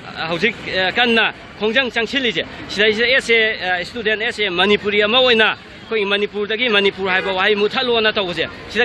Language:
Manipuri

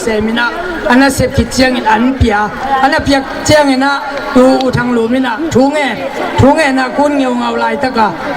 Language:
Tedim Chin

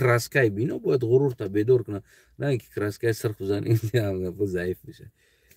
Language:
Tajik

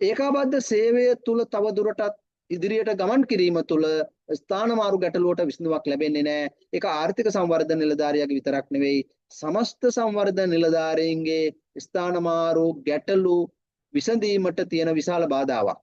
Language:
Sinhala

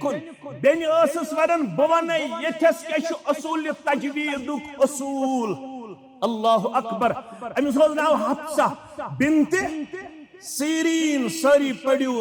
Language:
Kashmiri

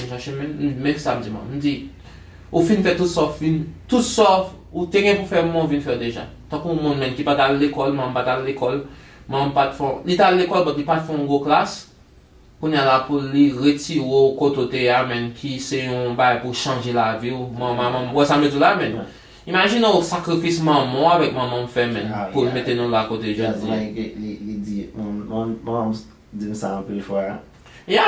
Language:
Haitian Creole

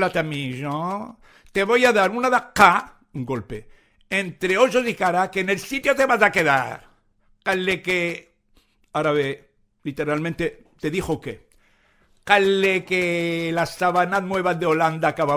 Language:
Ladino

